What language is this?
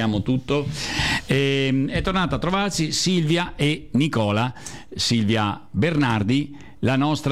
Italian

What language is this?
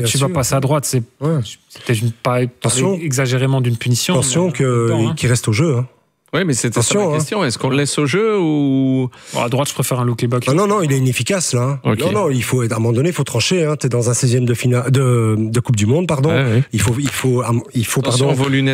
French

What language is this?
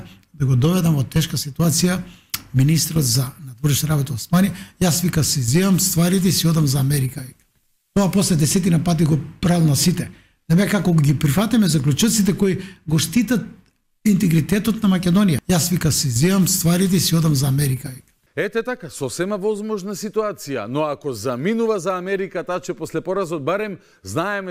Macedonian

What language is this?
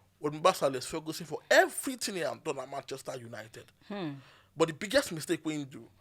Nigerian Pidgin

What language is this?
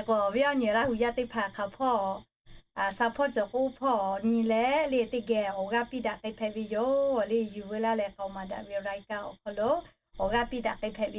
Lahu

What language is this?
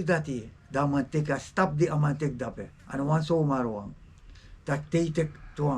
Sranan Tongo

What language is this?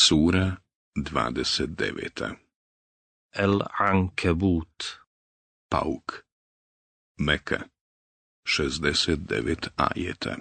Bosnian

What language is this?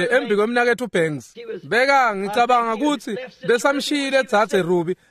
Swati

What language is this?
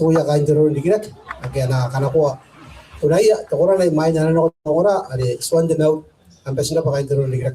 Gilbertese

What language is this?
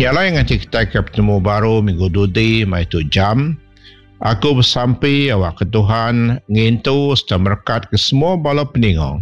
Iban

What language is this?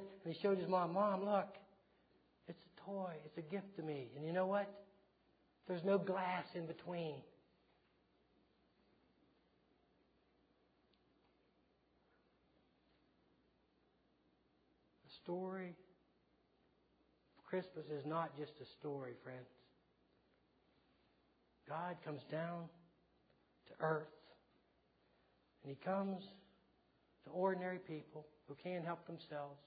English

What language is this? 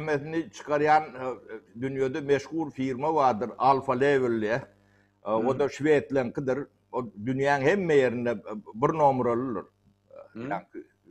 Turkmen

